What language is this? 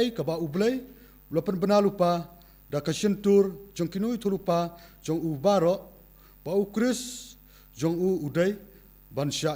Khasi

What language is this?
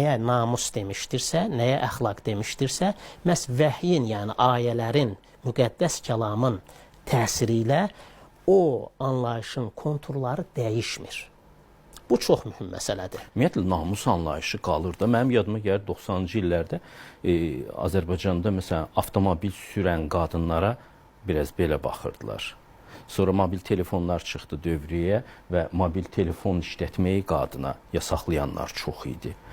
Azerbaijani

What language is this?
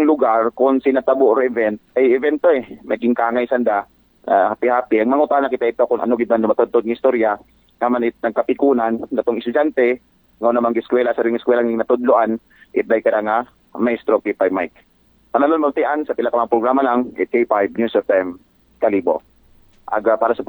Aklanon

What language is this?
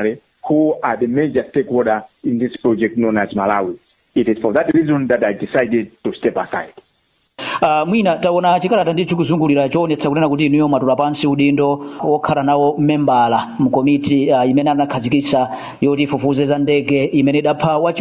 Nyanja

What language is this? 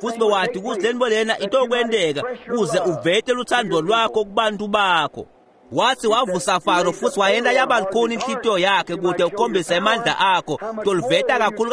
Swati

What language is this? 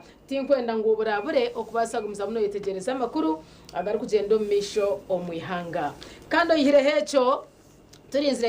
Nyankole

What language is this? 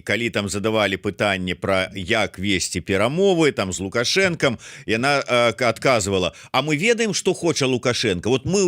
Belarusian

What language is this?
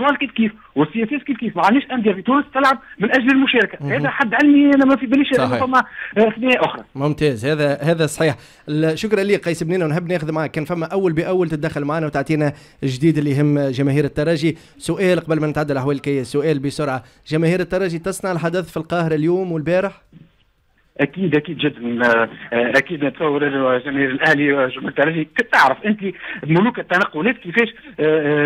Tunisian Arabic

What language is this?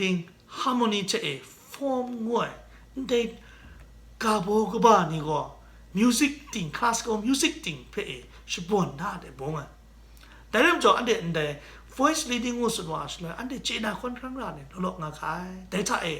Kachin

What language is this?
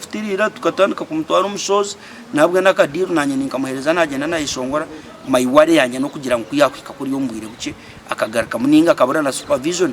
Nyankole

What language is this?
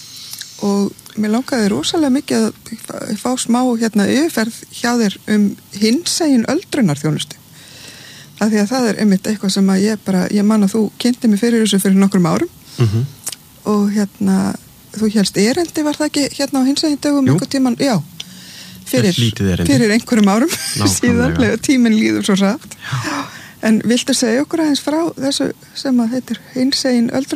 Icelandic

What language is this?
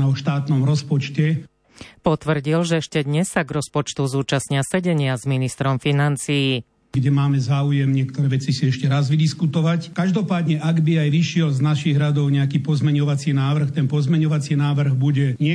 Slovak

